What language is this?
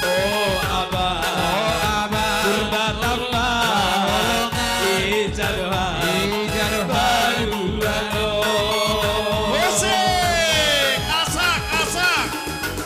Batak Simalungun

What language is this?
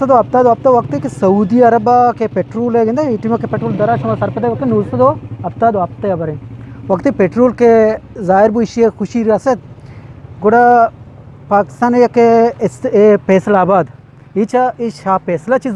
Eastern Balochi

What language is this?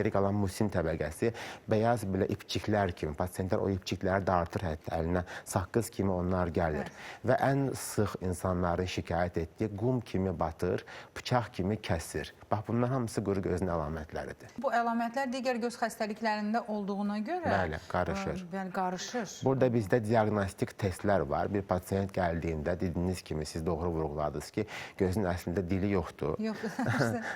Azerbaijani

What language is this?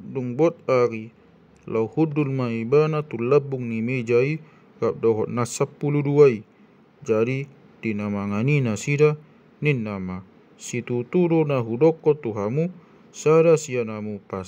Batak Toba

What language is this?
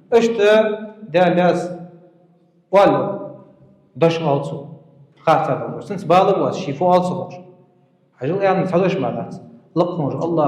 Ingush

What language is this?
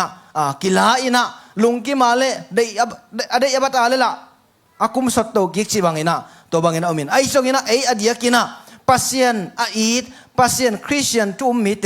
Tedim Chin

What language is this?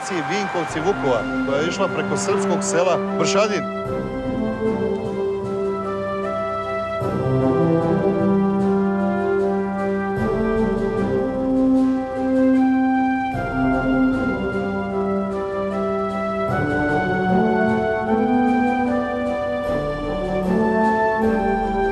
Croatian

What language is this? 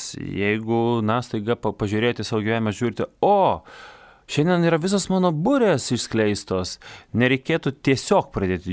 Lithuanian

